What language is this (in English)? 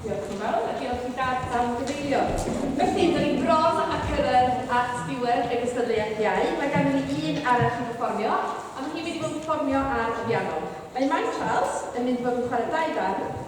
Welsh